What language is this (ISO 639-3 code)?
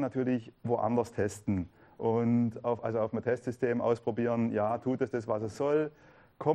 deu